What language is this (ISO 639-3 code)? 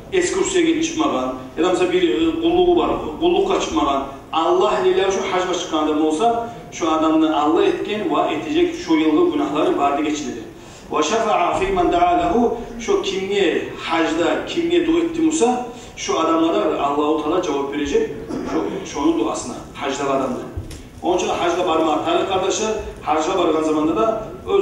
kum